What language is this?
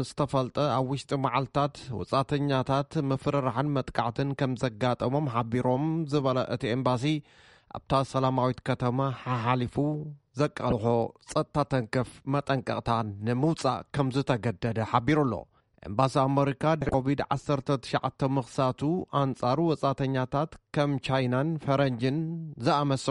Tigrinya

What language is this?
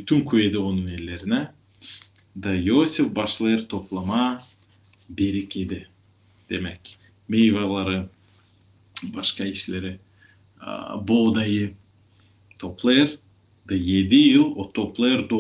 Gagauz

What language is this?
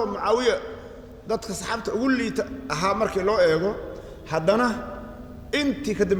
Somali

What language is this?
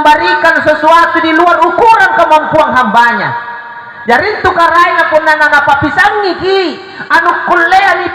Makasar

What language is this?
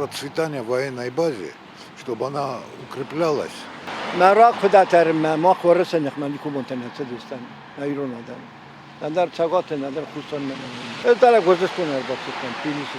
Ossetic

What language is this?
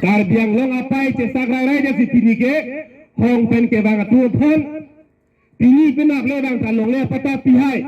Karbi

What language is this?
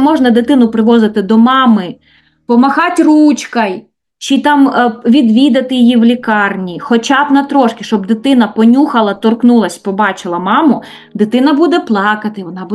Ukrainian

